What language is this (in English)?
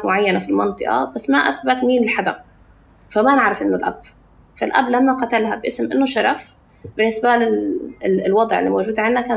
North Levantine Arabic